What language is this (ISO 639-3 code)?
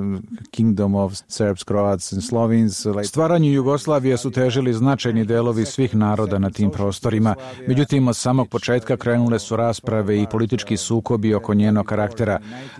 srp